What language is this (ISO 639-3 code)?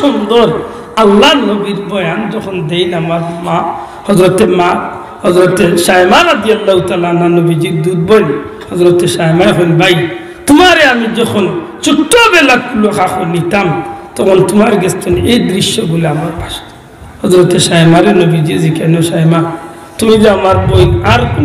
syl